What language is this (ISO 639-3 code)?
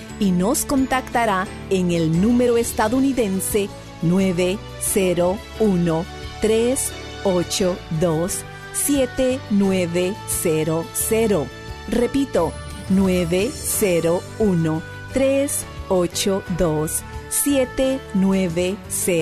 spa